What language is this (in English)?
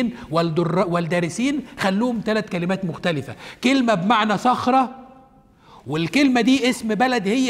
Egyptian Arabic